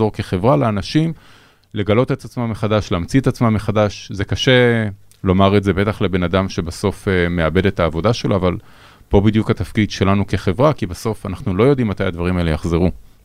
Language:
Hebrew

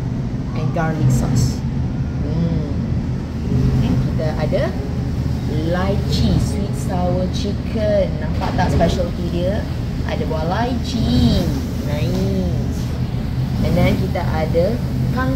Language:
Malay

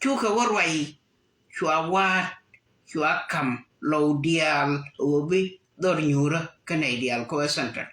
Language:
Nuer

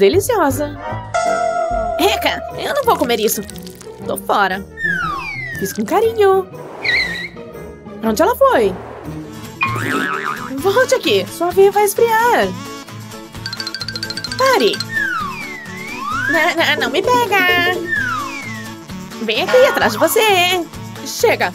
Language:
Portuguese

